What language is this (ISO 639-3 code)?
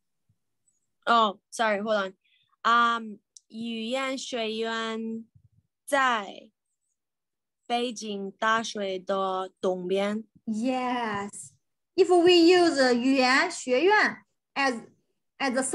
eng